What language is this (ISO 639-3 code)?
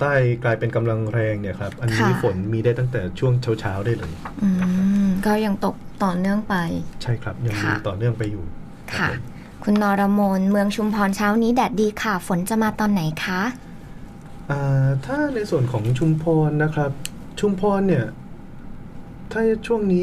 tha